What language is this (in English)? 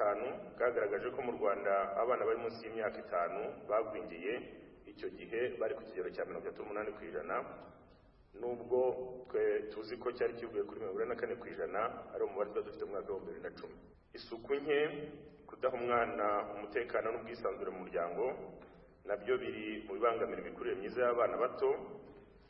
Kinyarwanda